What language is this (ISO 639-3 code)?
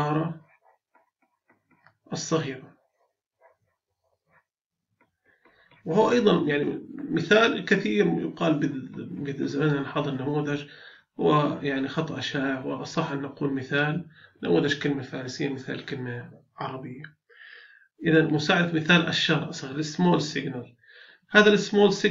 ara